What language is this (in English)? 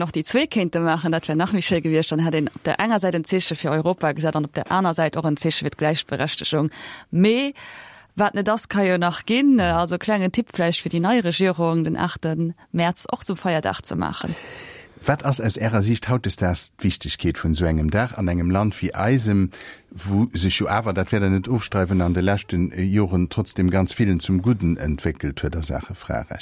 Luxembourgish